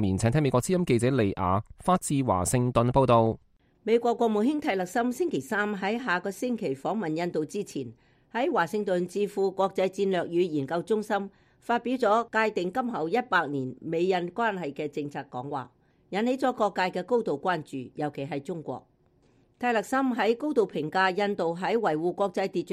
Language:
Cantonese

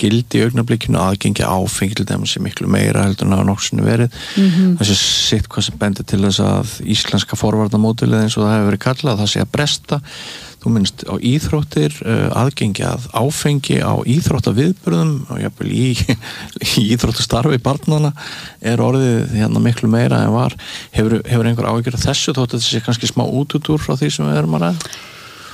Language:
Icelandic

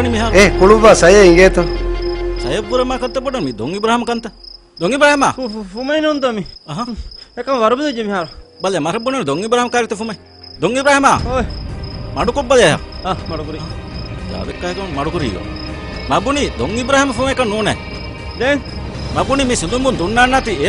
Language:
Divehi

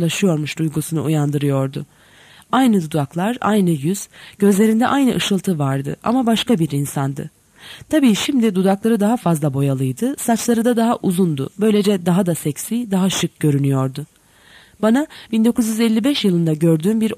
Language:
Turkish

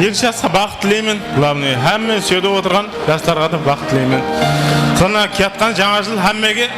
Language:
Kara-Kalpak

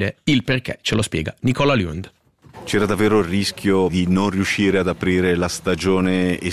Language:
Italian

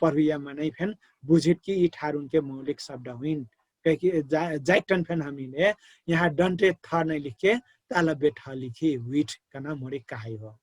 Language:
Dangaura Tharu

